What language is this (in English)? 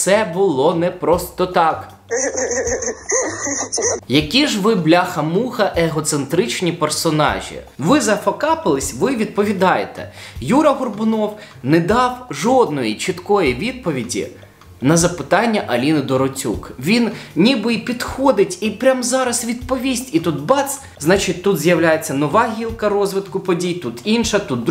Ukrainian